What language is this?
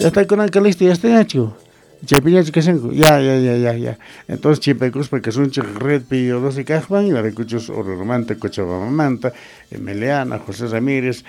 Quechua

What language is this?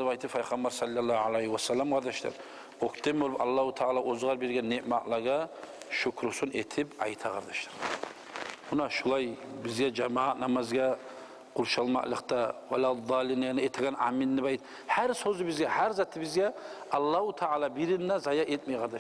Kumyk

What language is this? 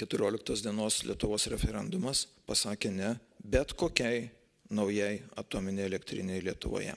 Lithuanian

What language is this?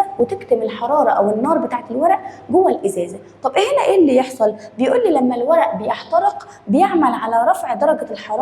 Egyptian Arabic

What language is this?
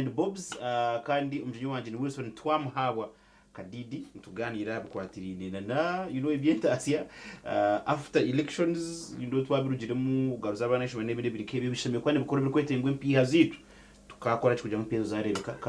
Nyankole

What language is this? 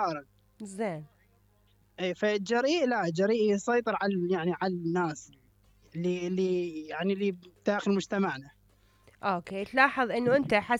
Mesopotamian Arabic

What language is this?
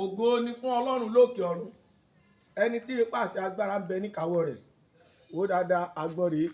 Yoruba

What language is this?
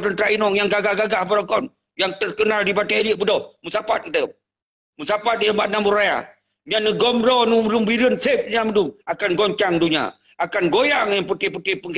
Achinese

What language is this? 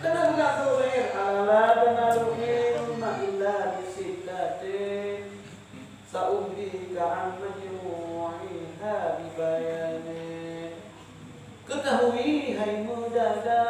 Achinese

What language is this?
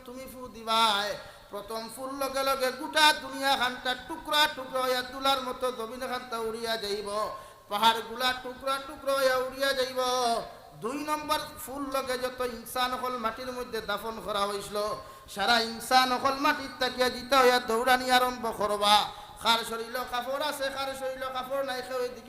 Sylheti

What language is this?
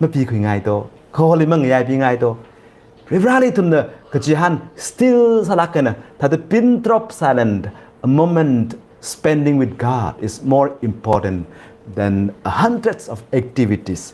Tangkhul Naga (India)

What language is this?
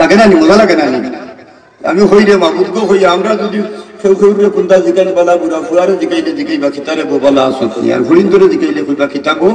Sylheti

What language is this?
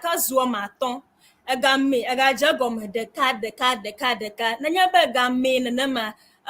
Ewe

